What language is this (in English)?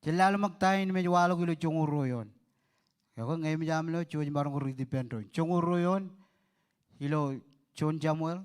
Marshallese